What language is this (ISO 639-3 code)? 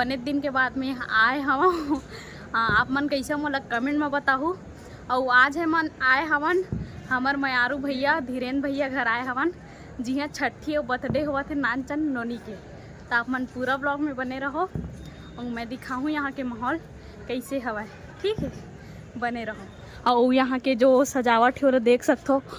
hne